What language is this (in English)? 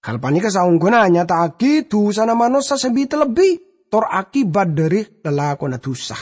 Madurese